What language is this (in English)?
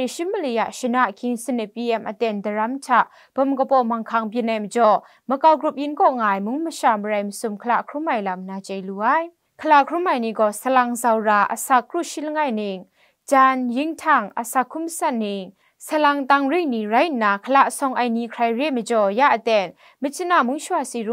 Kachin